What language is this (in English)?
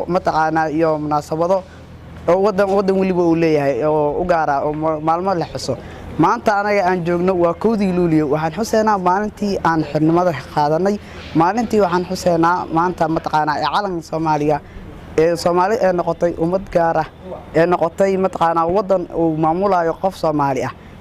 Somali